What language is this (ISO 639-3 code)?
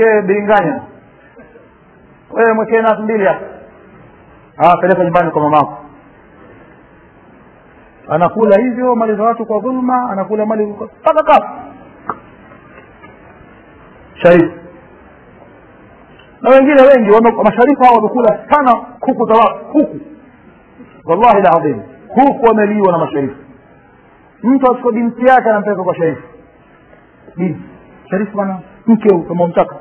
swa